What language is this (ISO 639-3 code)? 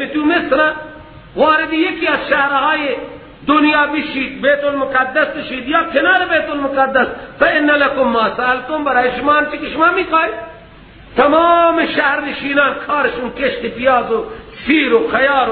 fas